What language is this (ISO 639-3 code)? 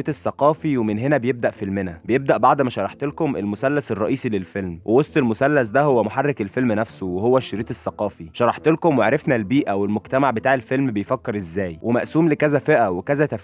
arz